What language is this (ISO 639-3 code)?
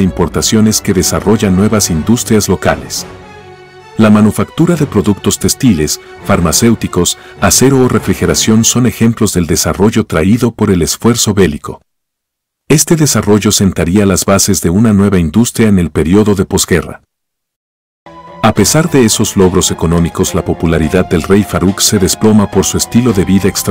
spa